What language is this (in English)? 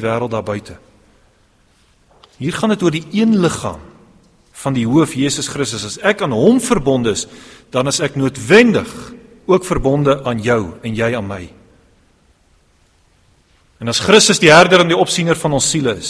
Afrikaans